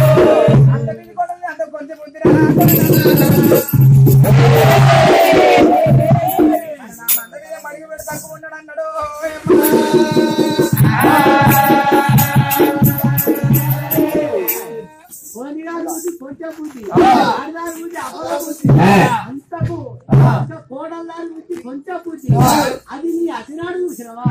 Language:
Telugu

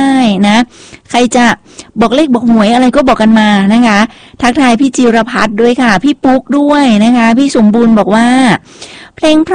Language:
Thai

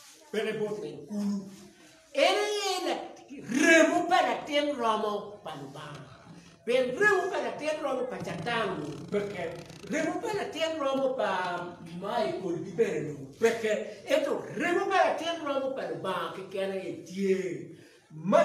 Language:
Acoli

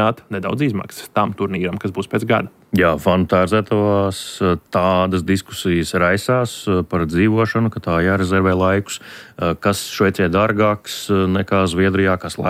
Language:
Latvian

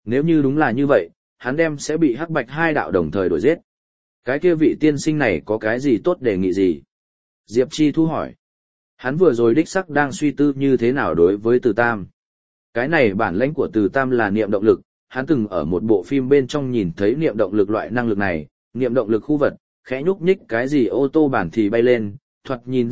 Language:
Vietnamese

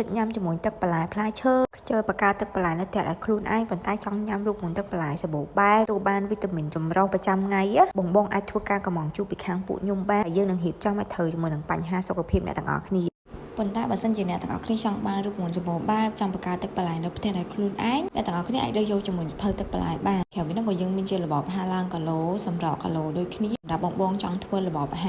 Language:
Khmer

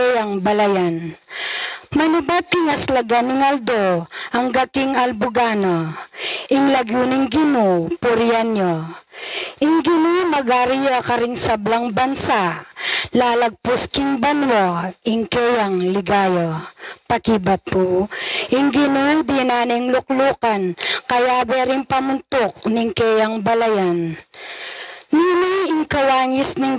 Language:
Pampanga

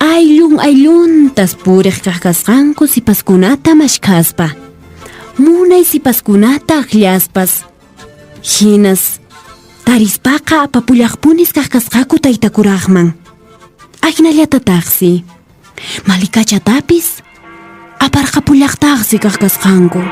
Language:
Quechua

